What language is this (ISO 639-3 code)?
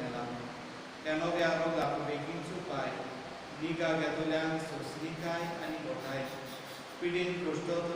kok